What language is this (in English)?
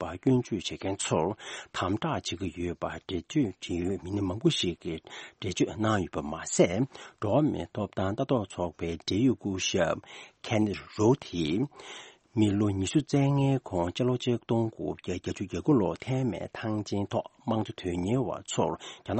Tibetan